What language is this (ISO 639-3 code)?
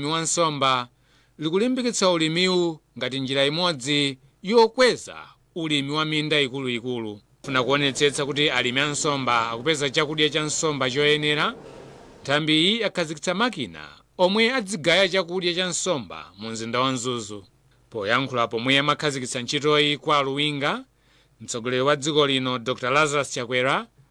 nya